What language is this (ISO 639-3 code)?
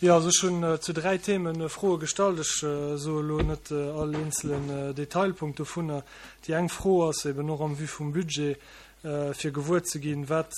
ltz